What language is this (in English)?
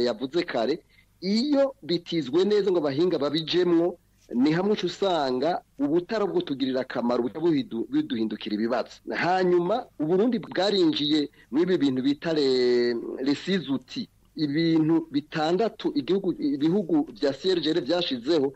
Rundi